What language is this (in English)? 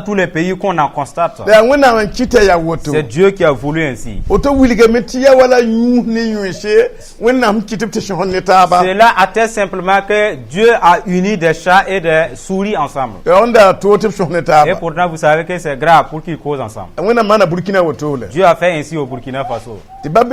Mossi